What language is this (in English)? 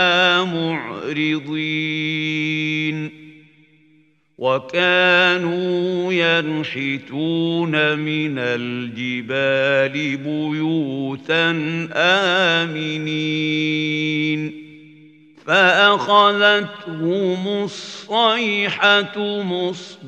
Arabic